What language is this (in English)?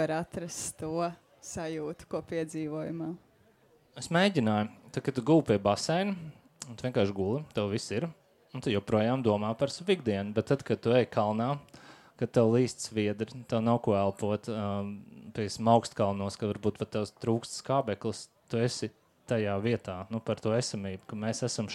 Latvian